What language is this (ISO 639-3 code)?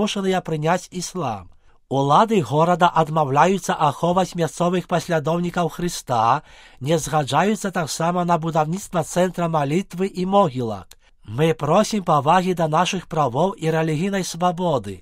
bel